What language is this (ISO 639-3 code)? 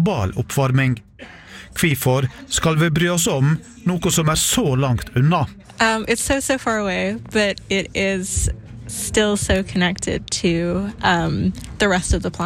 nor